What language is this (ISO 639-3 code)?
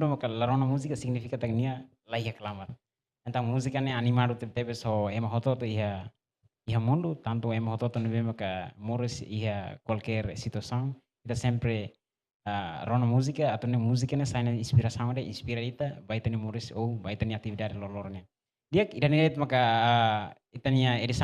tet